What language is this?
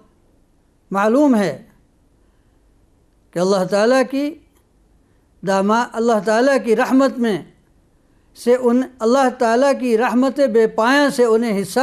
Urdu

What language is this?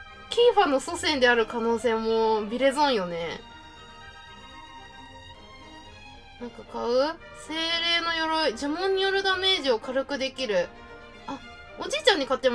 Japanese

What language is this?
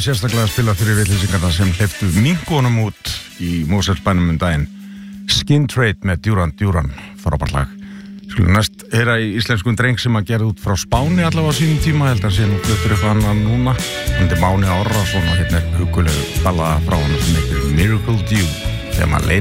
Icelandic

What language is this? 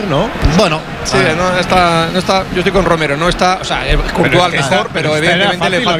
Spanish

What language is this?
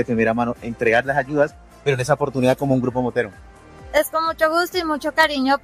Spanish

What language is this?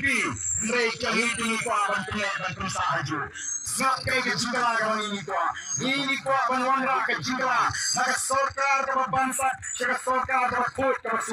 Khasi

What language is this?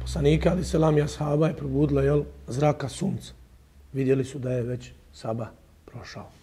Bosnian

